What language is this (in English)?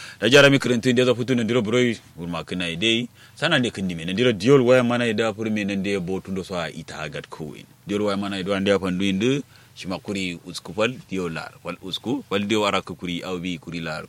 Kanuri